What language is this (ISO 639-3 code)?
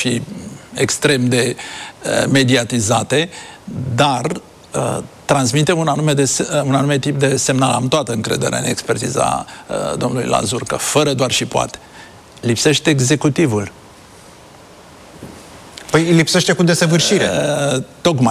ron